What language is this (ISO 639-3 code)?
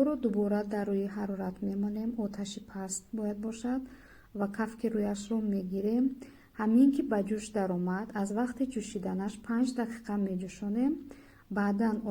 tgk